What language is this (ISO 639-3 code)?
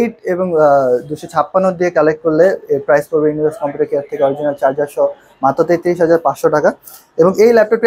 ben